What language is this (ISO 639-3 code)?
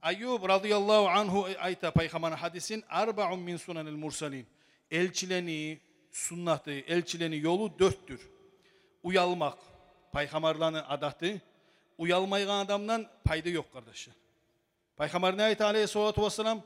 kum